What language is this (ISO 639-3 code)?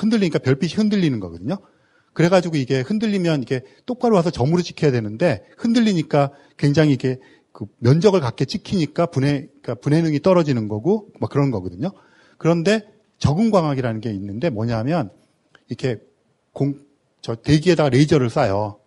kor